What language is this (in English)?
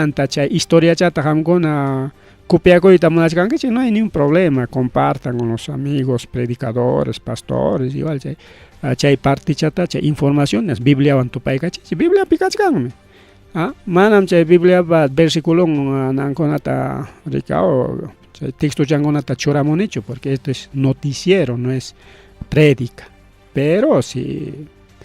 Ayacucho Quechua